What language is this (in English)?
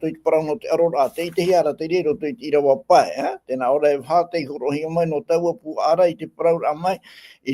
Tahitian